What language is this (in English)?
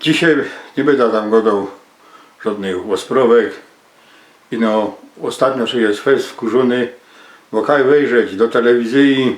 Silesian